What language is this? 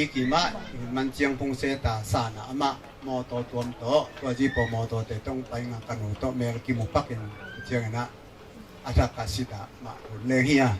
Tedim Chin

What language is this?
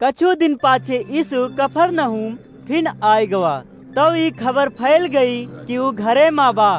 Awadhi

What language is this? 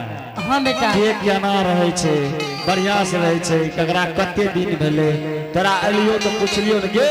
Angika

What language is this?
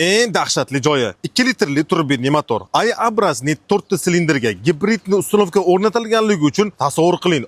Uzbek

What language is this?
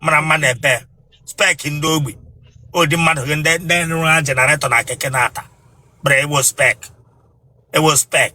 Igbo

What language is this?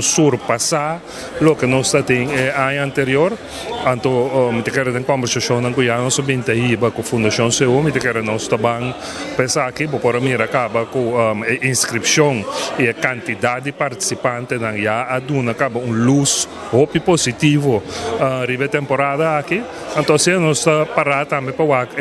Papiamento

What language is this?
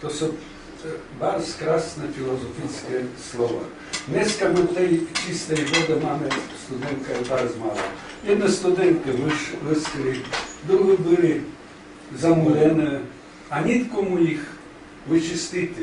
Rusyn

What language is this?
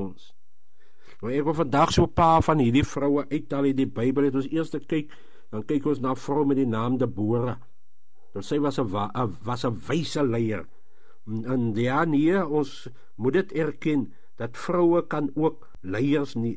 Afrikaans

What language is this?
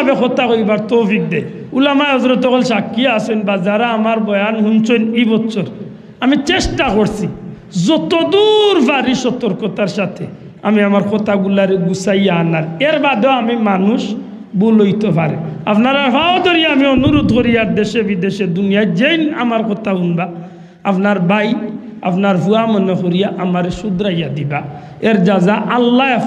Sylheti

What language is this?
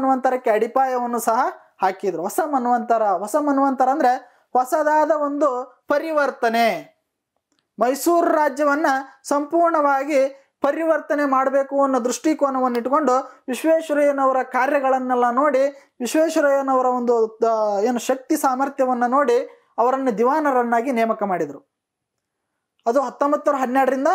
Kannada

